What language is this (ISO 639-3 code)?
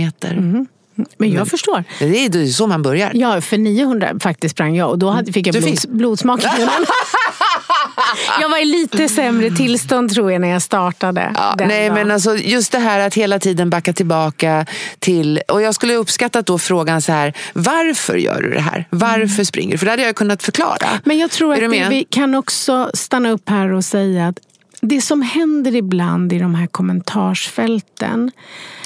swe